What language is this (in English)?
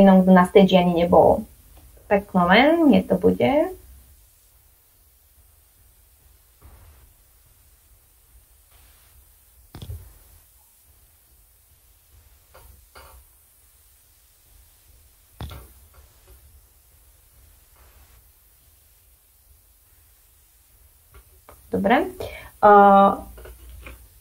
Slovak